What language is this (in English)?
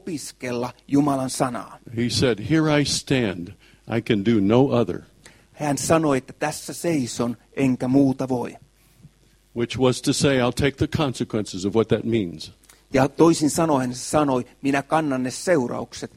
Finnish